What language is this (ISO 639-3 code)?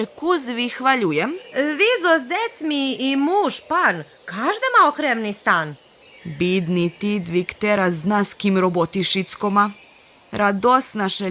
rue